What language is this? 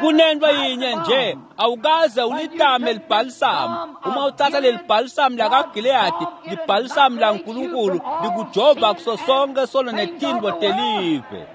Swati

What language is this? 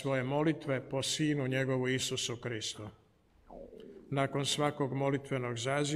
Croatian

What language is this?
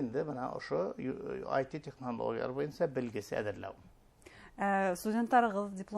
Bashkir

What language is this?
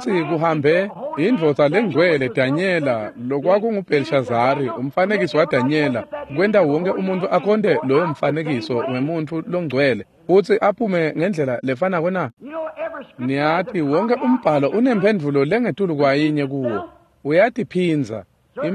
Swati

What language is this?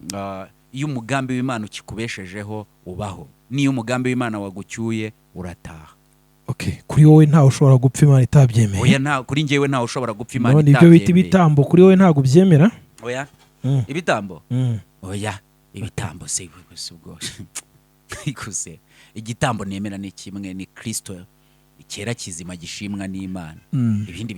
Kinyarwanda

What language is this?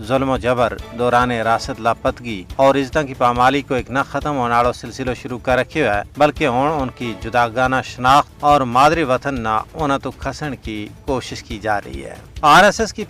Gujari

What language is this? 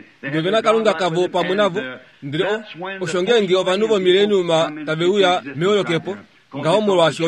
Kuanyama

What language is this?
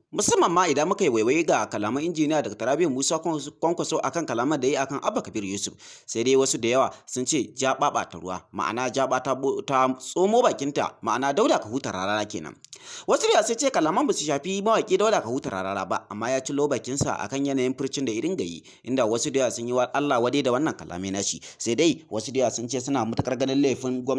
Hausa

